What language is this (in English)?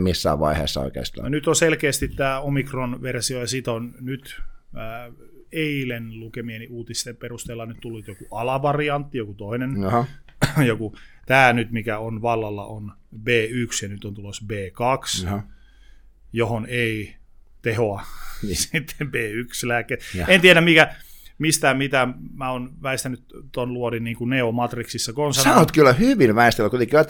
Finnish